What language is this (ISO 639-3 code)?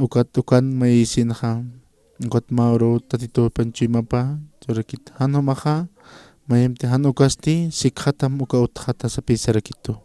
aym